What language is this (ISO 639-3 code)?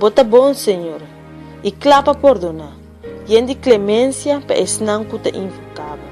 pap